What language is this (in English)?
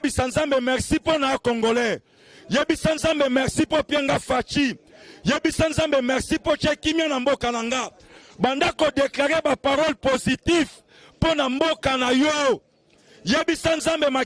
Lingala